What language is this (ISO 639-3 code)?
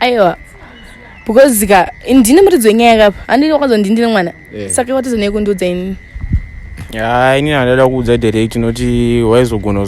sna